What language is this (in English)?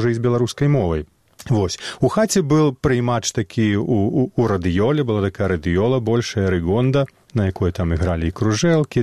Belarusian